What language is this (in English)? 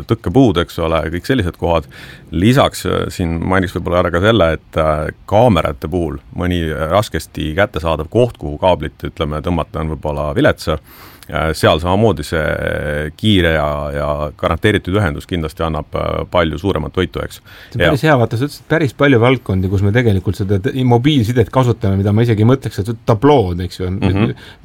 Estonian